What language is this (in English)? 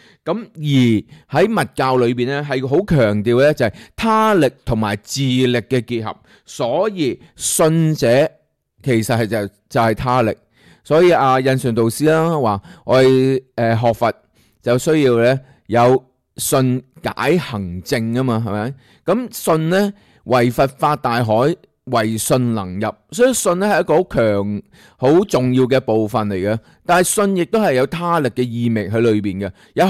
Cantonese